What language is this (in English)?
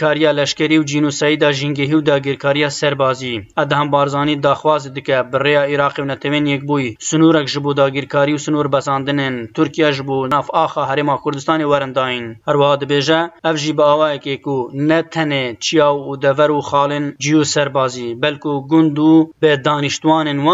Kurdish